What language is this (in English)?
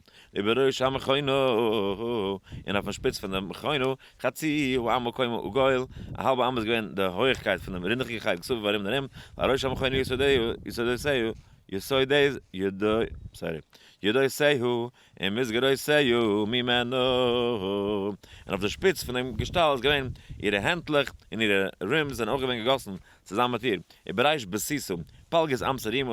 Yiddish